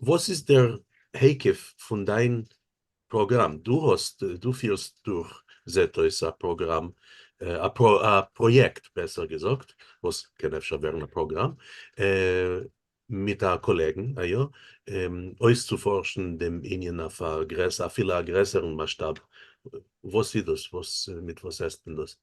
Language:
Yiddish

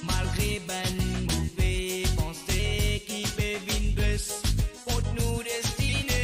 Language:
Morisyen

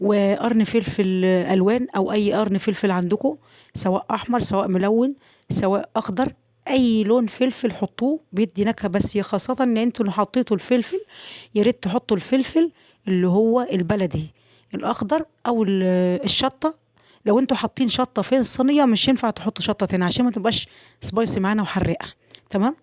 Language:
Egyptian Arabic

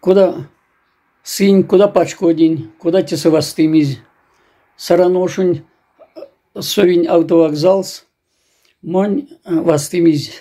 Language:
Erzya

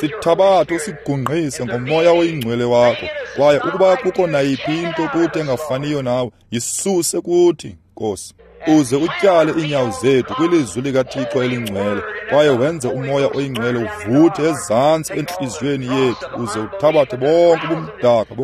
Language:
Xhosa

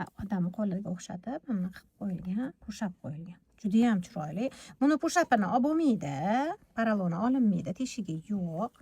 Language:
Uzbek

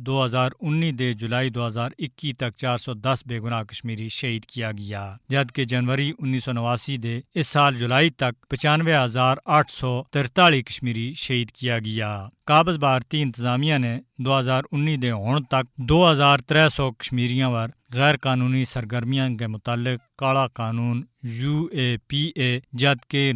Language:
Gujari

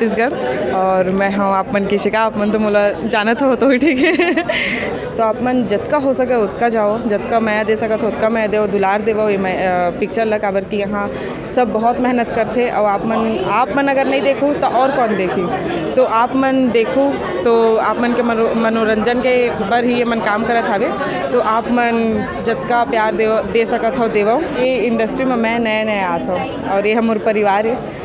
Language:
Chhattisgarhi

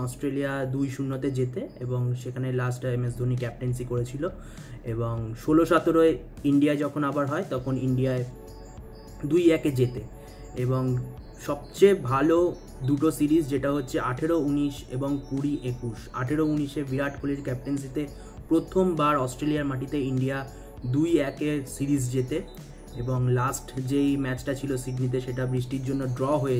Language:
Bangla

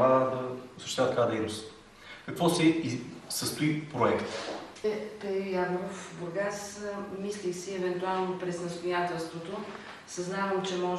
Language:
Bulgarian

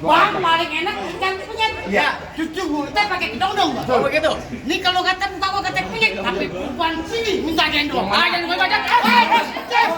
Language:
Betawi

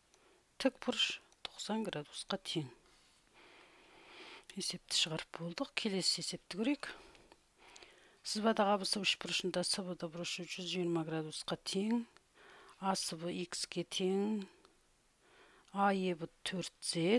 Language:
Kazakh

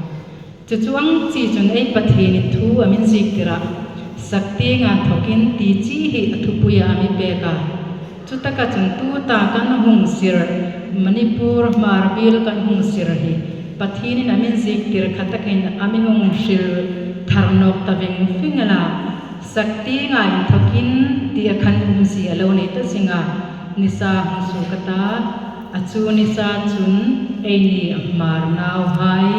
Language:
Hmar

